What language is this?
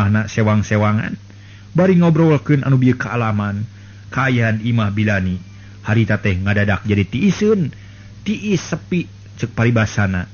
Sundanese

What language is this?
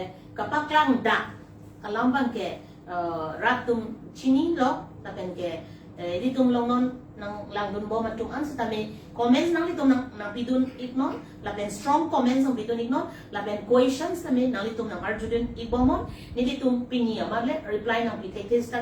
Karbi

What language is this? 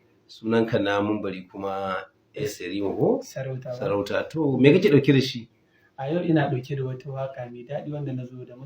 Hausa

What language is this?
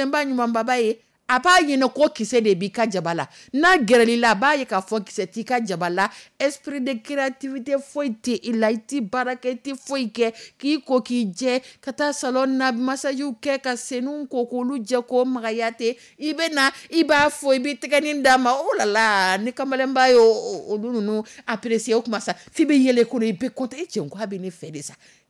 Dyula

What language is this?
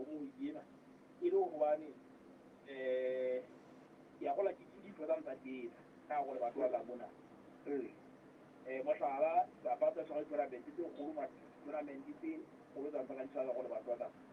Southern Sotho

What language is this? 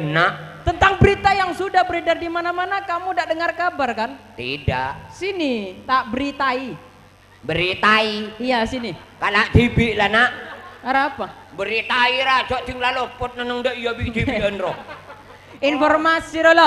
Madurese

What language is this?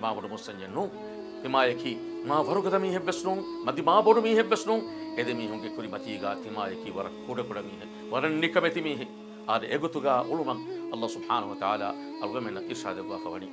Divehi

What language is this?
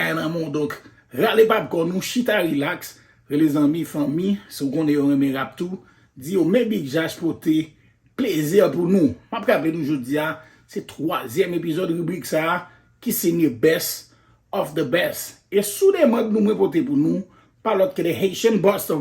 Haitian Creole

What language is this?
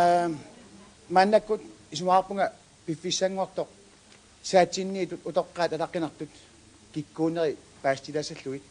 Kalaallisut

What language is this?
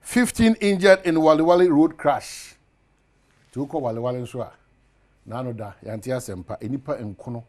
Akan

